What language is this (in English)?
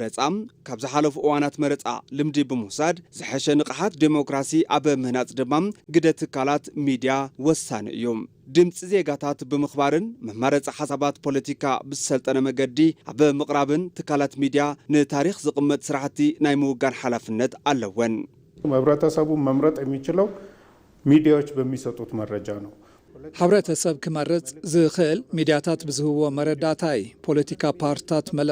Tigrinya